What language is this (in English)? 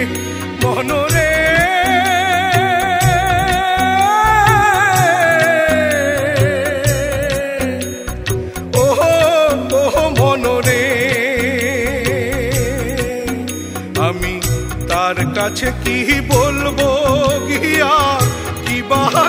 Bangla